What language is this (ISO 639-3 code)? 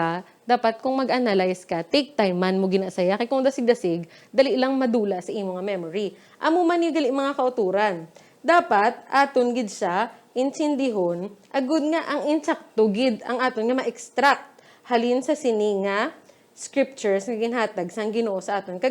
hil